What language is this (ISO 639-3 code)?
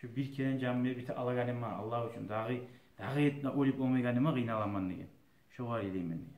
kum